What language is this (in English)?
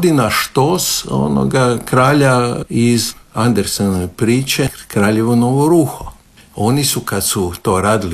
Croatian